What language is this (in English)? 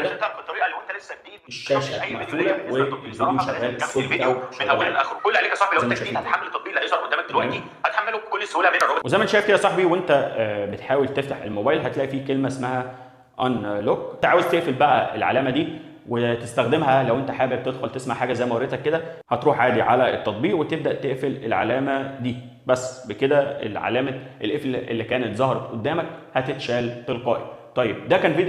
Egyptian Arabic